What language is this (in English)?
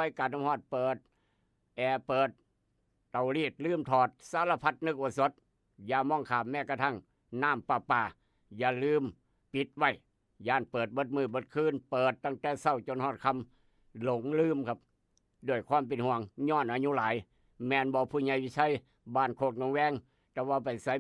Northeastern Thai